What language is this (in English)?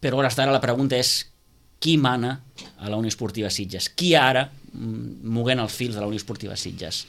Catalan